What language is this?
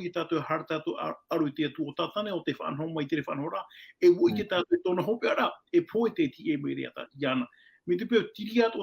Tahitian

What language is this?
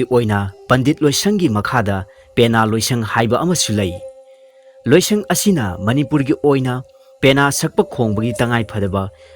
Manipuri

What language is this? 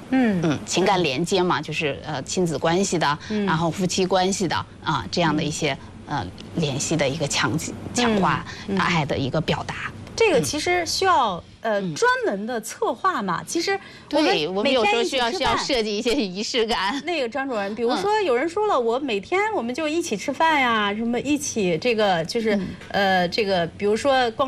Chinese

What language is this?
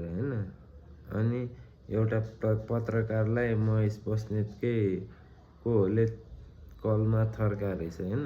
Nepali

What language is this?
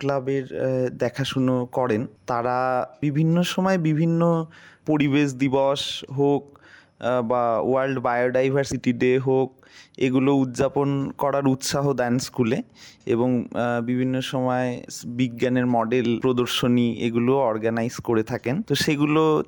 Bangla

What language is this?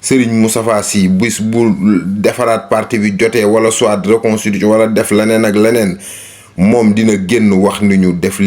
Wolof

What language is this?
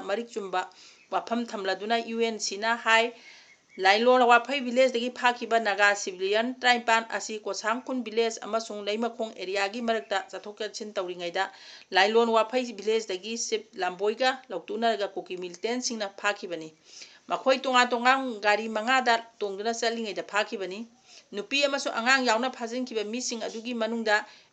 Manipuri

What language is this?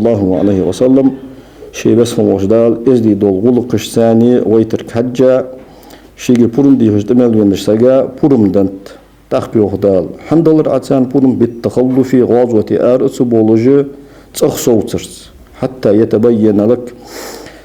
Ingush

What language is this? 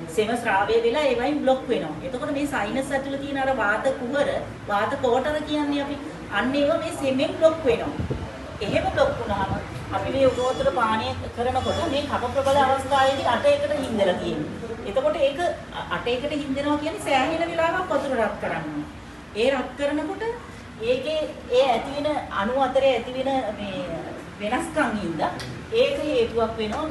Sinhala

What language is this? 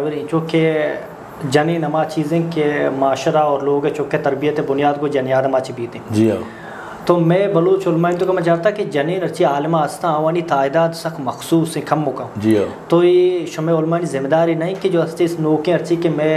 Eastern Balochi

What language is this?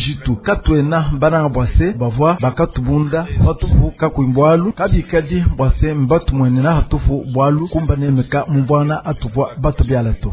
Luba-Lulua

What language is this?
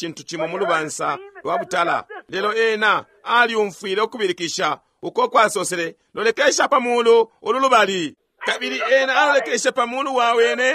Bemba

